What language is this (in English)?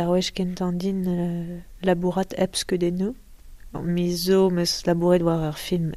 Breton